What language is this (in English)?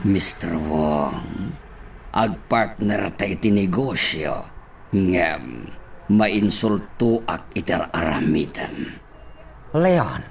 Iloko